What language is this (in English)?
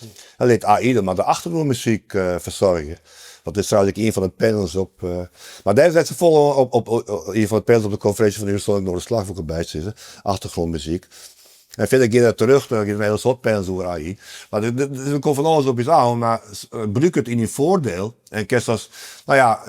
Western Frisian